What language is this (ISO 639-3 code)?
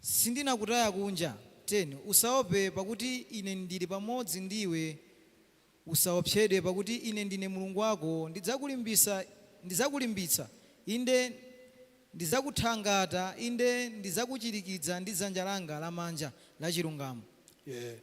nya